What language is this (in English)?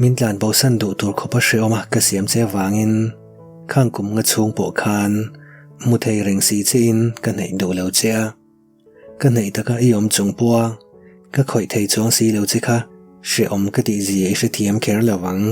Mizo